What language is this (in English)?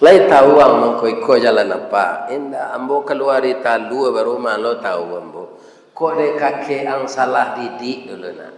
Minangkabau